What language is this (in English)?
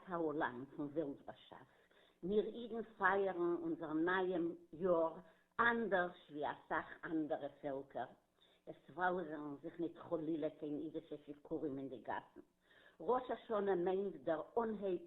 Yiddish